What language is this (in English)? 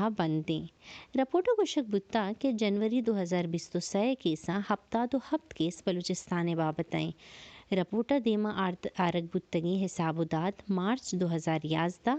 Baluchi